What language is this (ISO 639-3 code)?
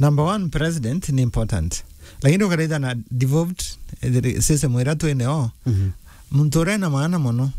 mer